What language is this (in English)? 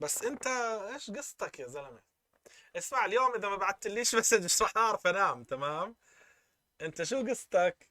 North Levantine Arabic